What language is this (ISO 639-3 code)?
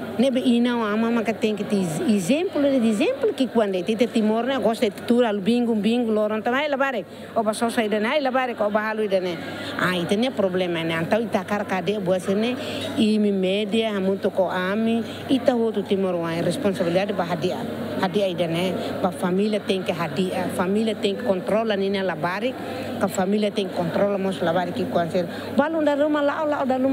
tet